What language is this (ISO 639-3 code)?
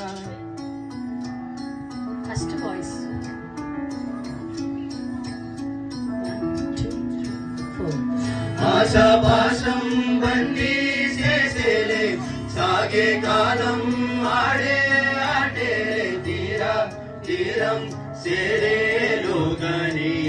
tel